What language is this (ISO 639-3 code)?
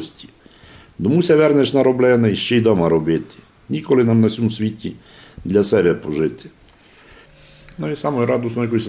rue